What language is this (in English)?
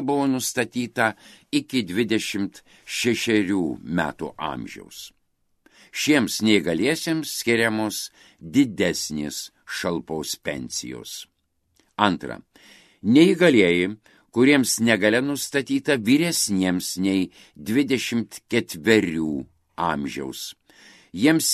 Lithuanian